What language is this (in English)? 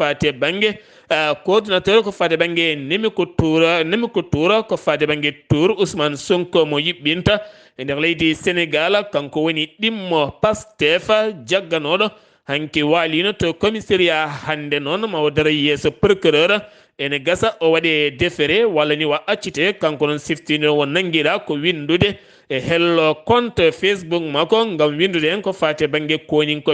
Fula